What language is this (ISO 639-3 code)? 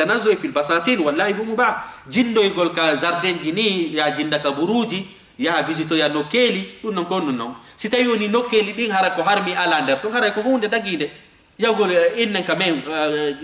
ful